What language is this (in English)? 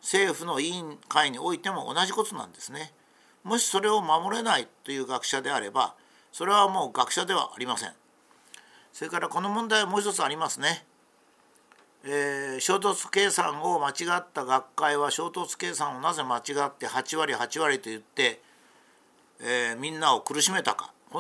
Japanese